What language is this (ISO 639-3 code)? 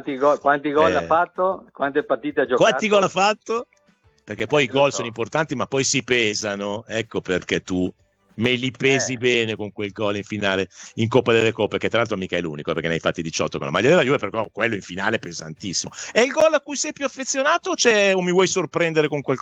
ita